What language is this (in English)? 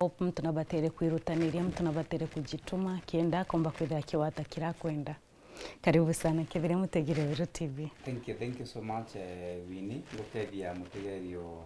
Meru